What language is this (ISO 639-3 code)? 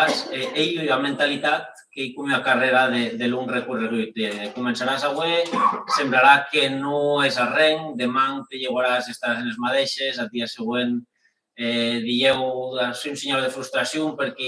oci